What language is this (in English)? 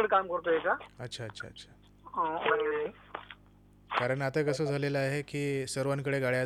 Marathi